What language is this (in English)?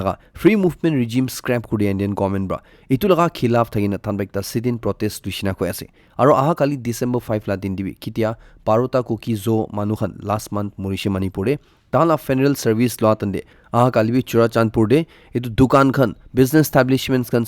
Naga Pidgin